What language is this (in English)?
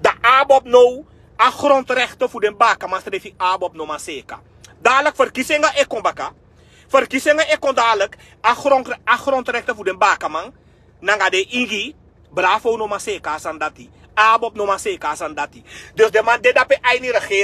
Sranan Tongo